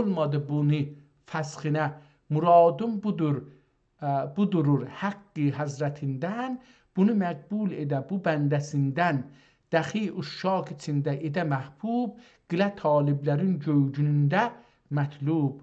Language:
South Azerbaijani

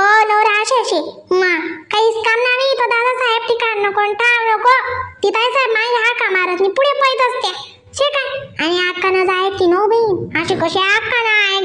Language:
Khandesi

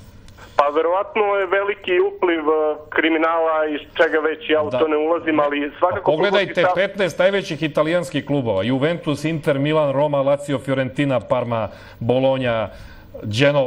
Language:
Serbian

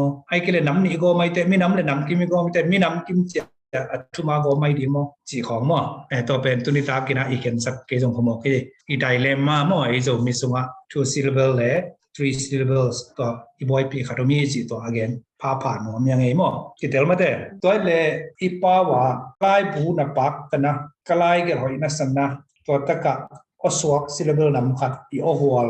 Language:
Tedim Chin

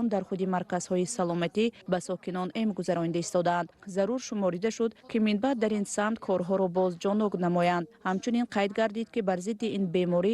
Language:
Tajik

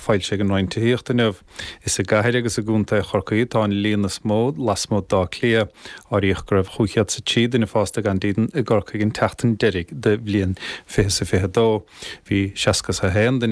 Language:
Irish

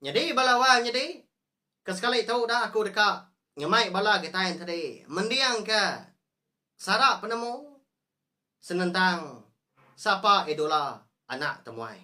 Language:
Iban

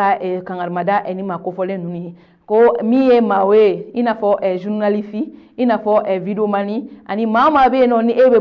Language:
Bambara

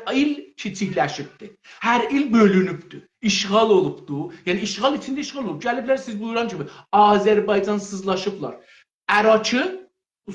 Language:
South Azerbaijani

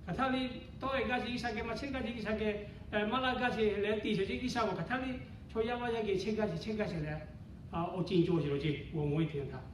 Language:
Lahu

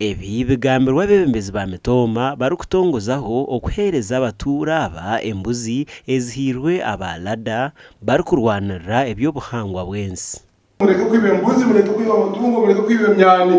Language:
Nyankole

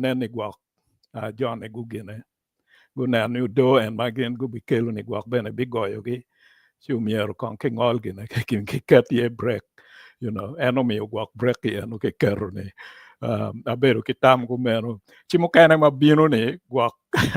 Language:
Acoli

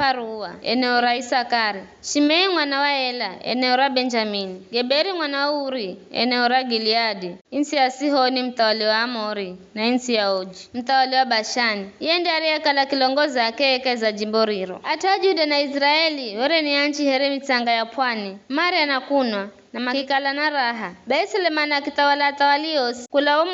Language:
Giryama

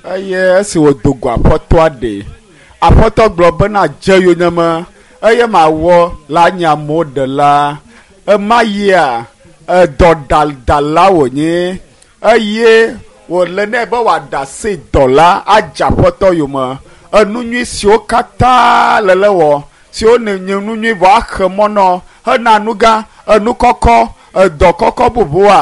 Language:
Ewe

